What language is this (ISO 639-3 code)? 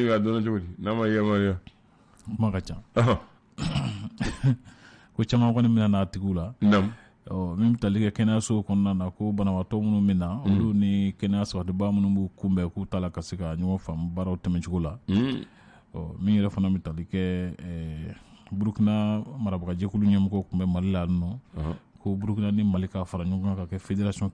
bam